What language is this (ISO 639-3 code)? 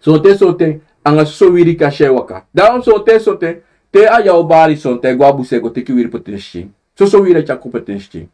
srn